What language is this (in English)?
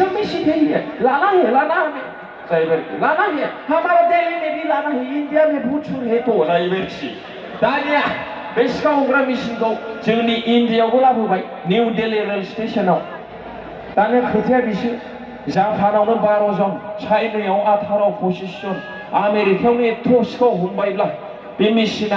Bodo